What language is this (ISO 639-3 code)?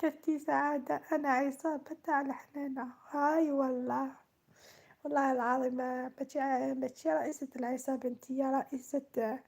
arq